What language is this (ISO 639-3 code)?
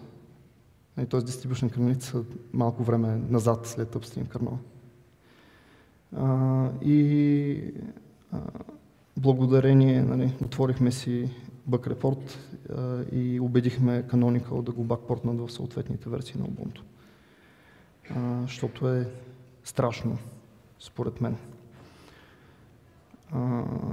bul